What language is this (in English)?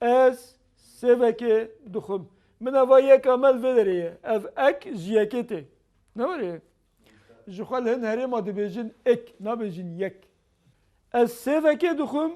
Kurdish